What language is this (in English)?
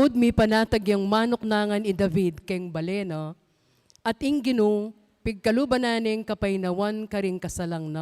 Pampanga